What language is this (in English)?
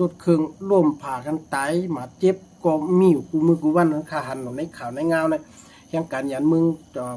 Shan